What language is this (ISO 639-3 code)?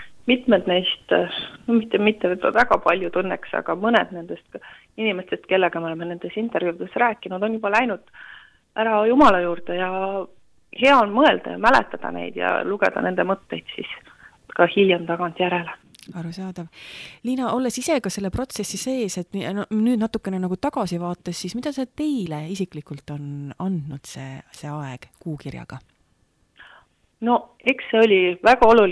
est